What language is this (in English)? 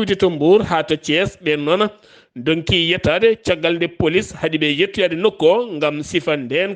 Fula